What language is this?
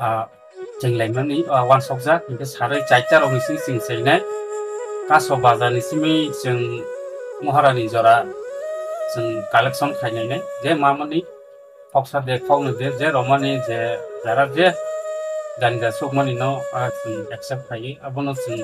Kok Borok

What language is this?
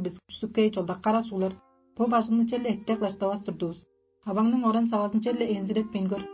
Tuvinian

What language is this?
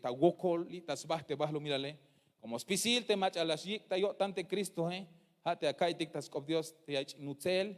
Tzeltal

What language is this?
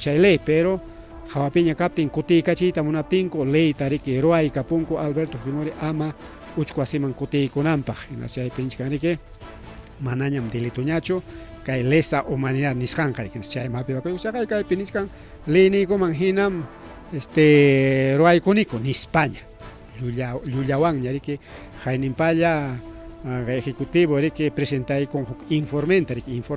Ayacucho Quechua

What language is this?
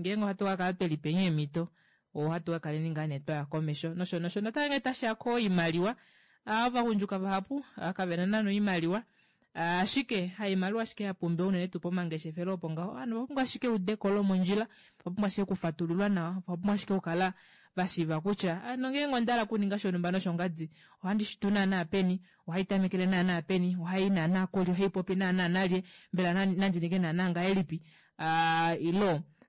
Kuanyama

